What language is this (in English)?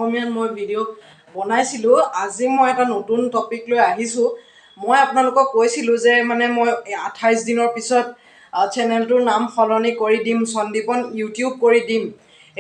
Assamese